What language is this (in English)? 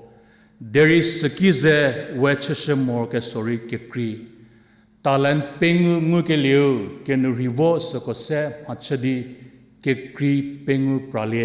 Angami Naga